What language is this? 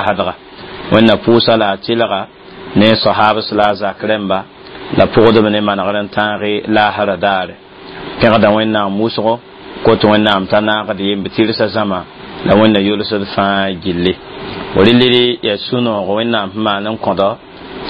Mossi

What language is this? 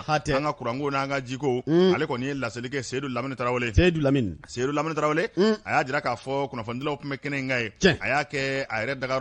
Bambara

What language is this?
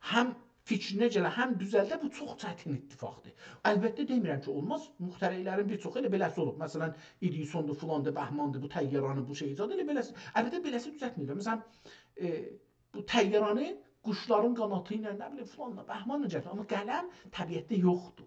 South Azerbaijani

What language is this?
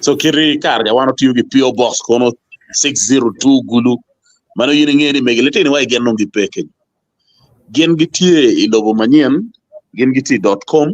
Acoli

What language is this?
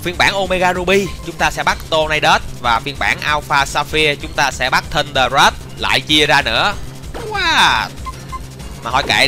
Vietnamese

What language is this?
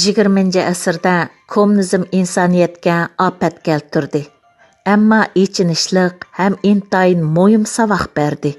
Uyghur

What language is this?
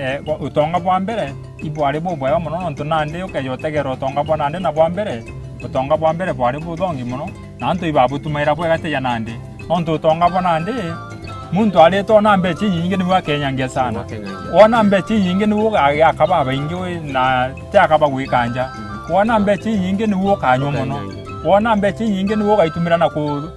Meru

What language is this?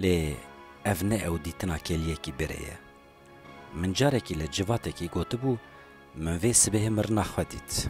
Kurdish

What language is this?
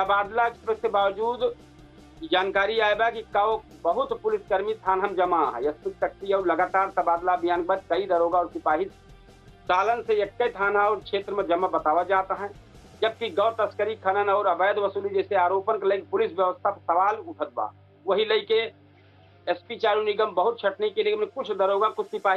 Awadhi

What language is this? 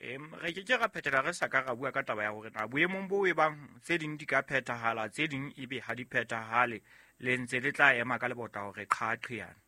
Southern Sotho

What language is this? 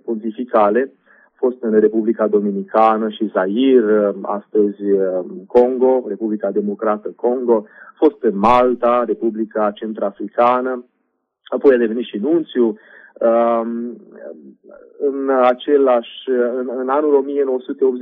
Romanian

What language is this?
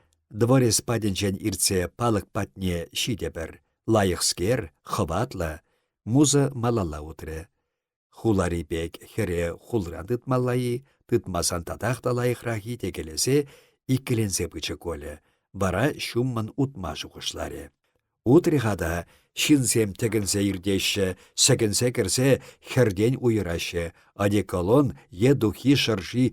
Chuvash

